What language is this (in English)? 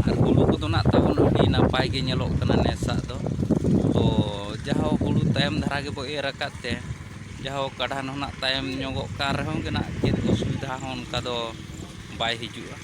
Santali